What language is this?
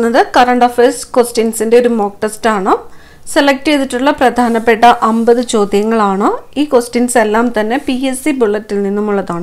Malayalam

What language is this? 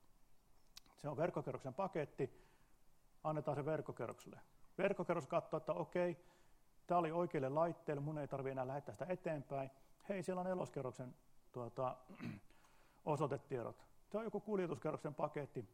Finnish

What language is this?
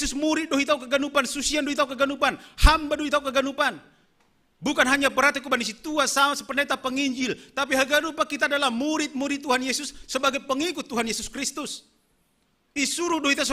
Batak Simalungun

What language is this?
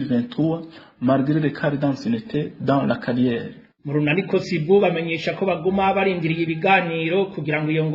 Rundi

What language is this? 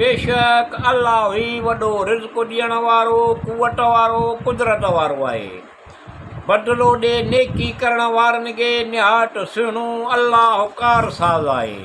Sindhi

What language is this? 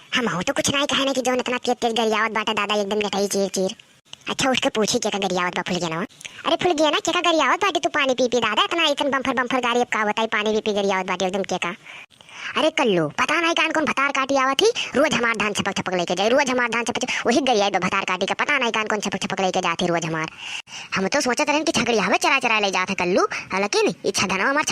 Awadhi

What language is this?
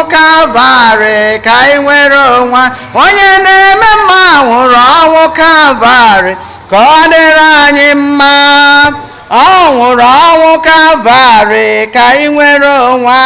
Igbo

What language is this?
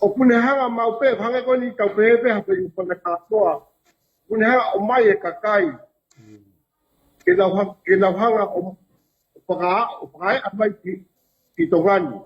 Tongan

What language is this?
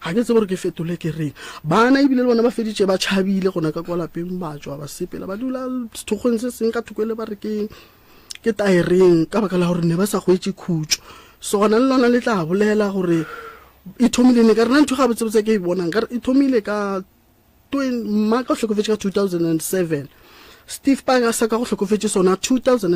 Northern Sotho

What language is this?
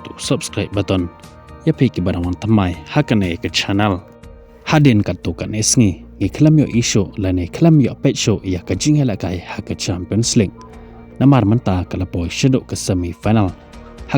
Khasi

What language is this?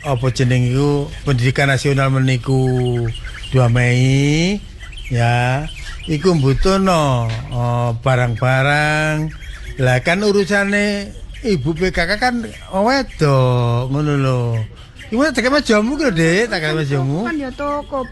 Javanese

